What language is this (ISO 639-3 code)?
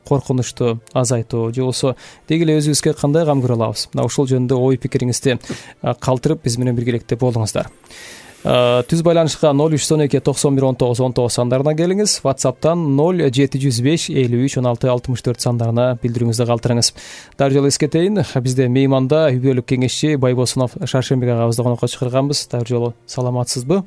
kir